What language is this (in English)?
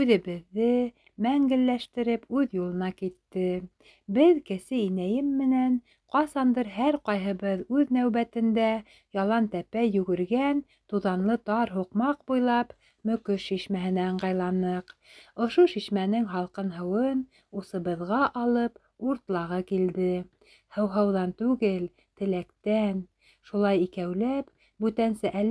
Bashkir